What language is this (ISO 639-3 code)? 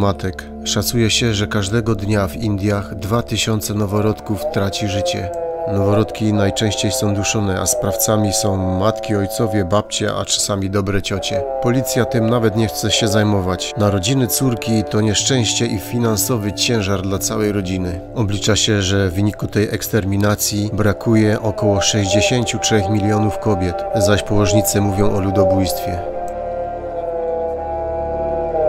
pol